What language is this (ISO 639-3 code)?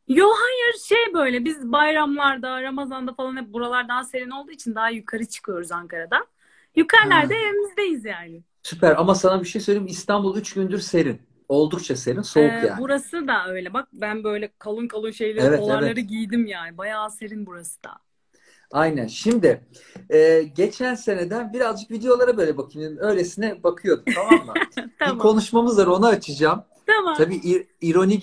tur